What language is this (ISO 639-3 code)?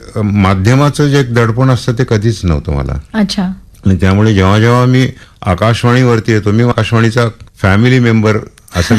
mar